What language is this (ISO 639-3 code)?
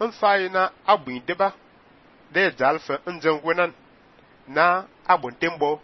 fan